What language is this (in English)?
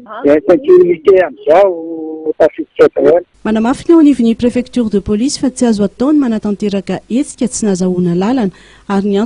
Malagasy